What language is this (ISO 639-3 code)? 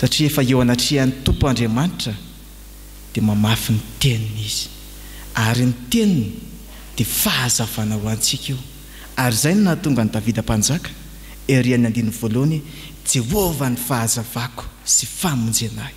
mlg